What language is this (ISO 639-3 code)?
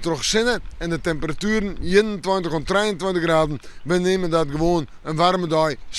fry